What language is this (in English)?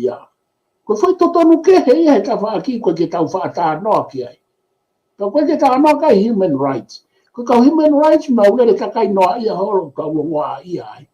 Tongan